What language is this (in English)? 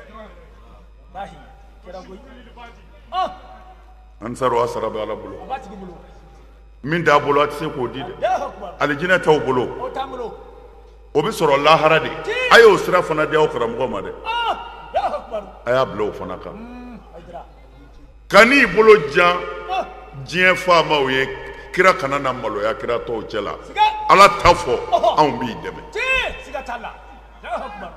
Bambara